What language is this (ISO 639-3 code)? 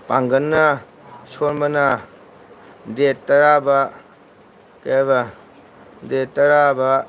mni